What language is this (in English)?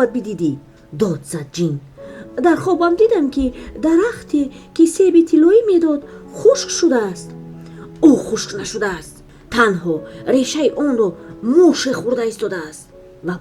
Tajik